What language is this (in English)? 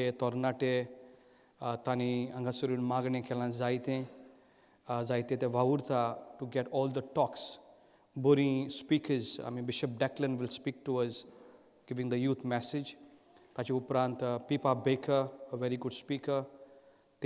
Konkani